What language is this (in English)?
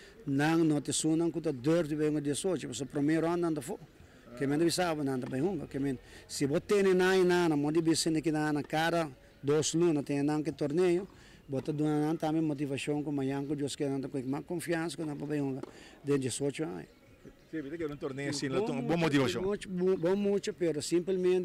Papiamento